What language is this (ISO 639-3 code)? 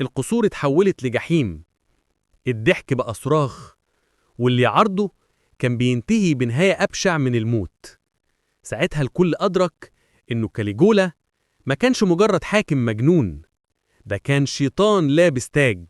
arz